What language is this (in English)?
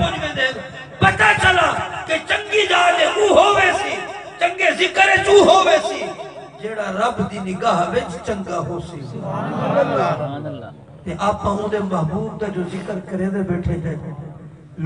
Saraiki